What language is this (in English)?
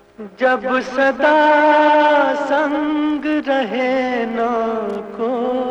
Hindi